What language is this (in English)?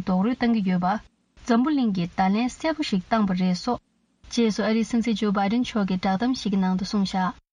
Tibetan